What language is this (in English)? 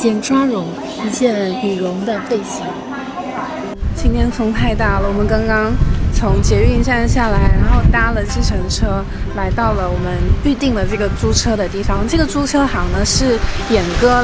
Chinese